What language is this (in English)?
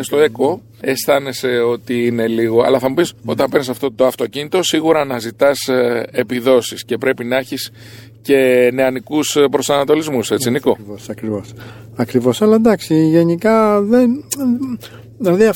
Greek